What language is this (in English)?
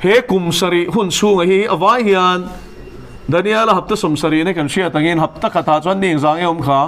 Mizo